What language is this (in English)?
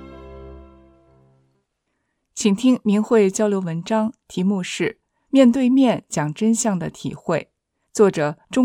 Chinese